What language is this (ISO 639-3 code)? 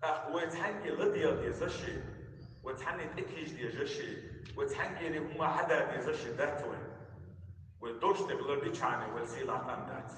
che